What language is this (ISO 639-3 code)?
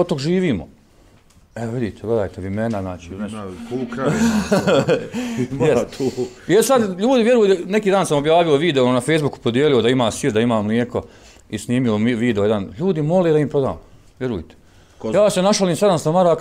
bos